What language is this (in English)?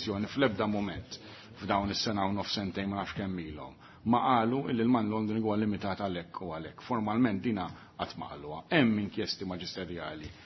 Maltese